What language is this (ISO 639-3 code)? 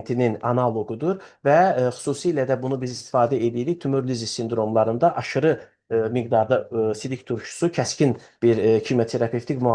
aze